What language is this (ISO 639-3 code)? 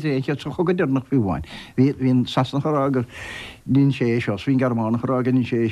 gle